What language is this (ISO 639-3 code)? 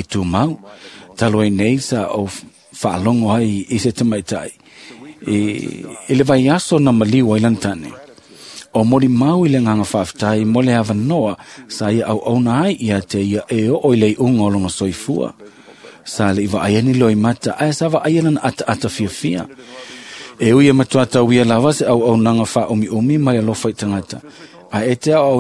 smo